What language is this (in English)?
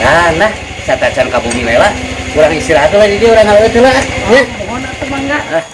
Sundanese